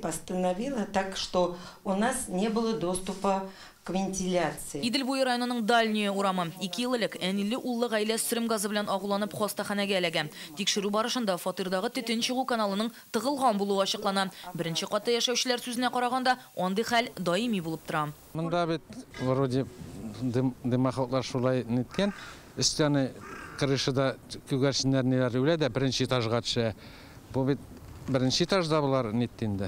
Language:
Tatar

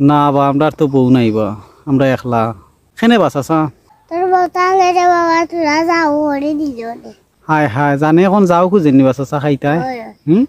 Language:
Sylheti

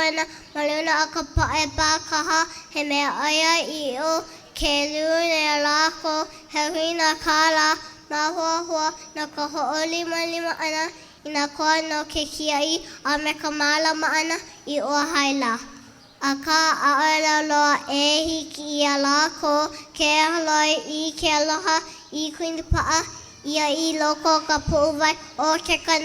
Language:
Hawaiian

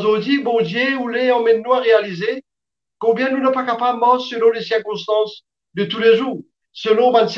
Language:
Morisyen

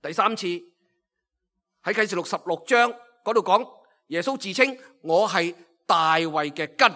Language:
Cantonese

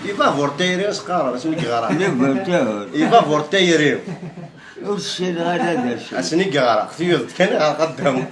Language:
Kabyle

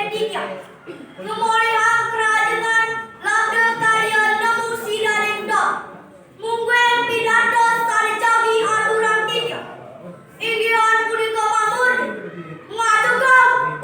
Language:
Balinese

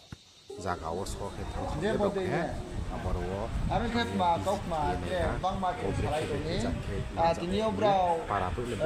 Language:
Riang (India)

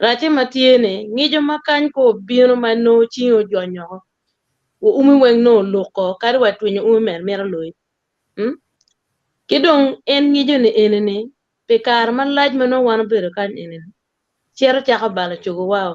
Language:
Acoli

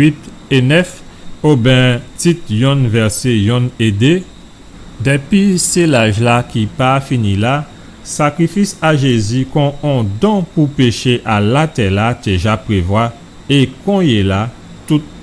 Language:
Guadeloupean Creole French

